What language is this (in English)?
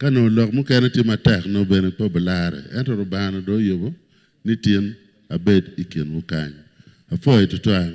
Acoli